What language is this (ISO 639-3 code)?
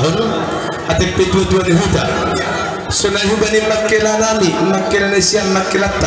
bts